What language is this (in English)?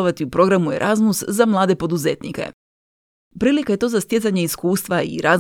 Croatian